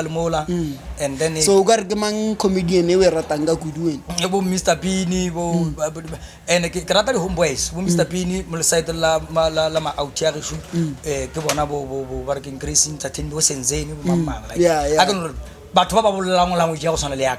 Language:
Northern Sotho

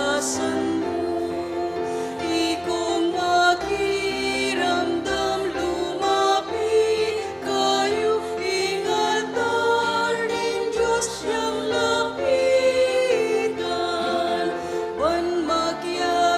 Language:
Pampanga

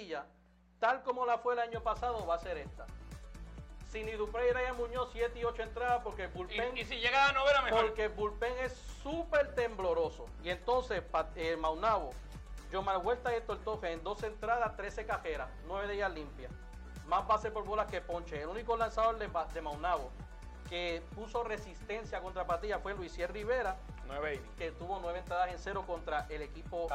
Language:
Spanish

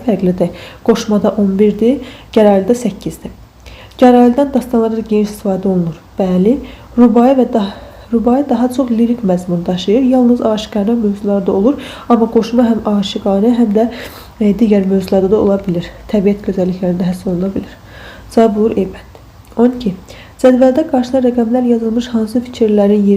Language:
Azerbaijani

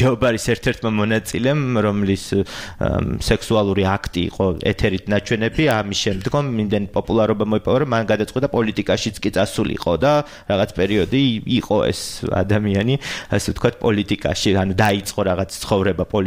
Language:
Georgian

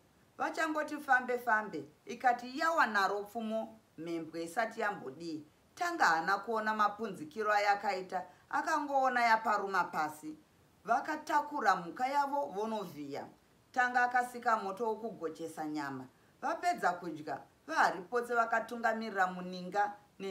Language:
Shona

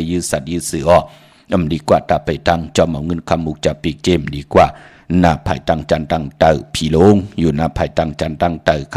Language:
Shan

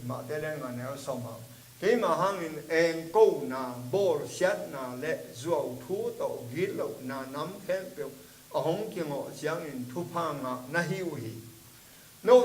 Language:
Tedim Chin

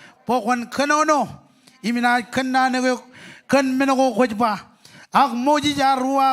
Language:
Marshallese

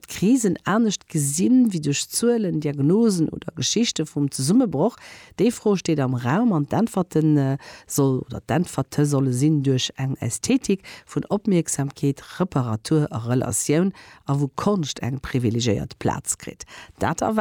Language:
Luxembourgish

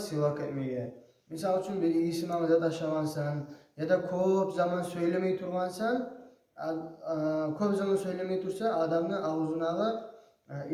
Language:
Kumyk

